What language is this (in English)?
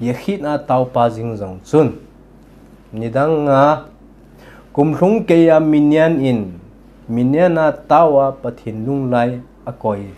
Thado Chin